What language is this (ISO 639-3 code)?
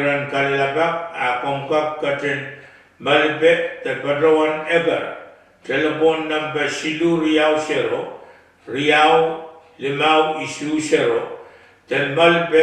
pon